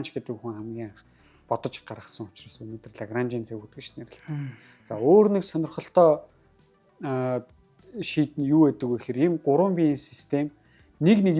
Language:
Mongolian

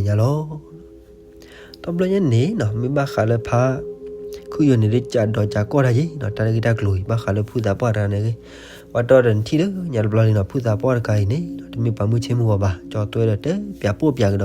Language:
S'gaw Karen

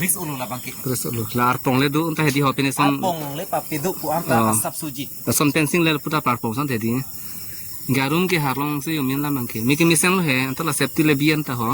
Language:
Karbi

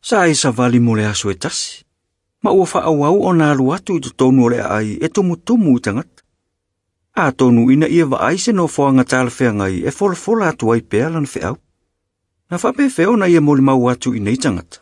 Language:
Samoan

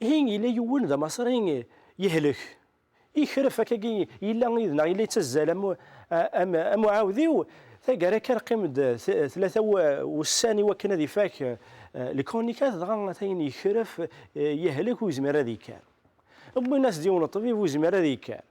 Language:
Kabyle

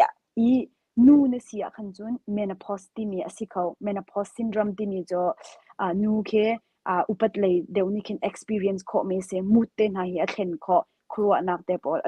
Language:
Hakha Chin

